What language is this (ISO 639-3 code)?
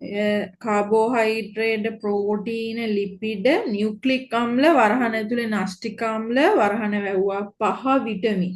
sin